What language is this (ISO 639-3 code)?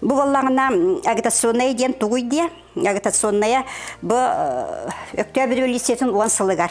sah